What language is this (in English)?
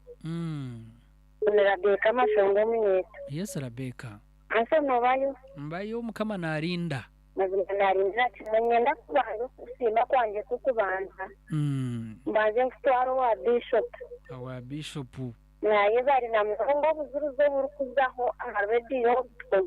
Nyankole